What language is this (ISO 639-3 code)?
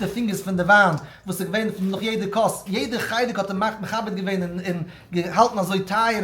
yid